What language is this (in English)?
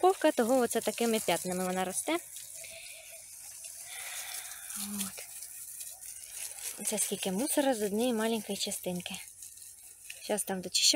Ukrainian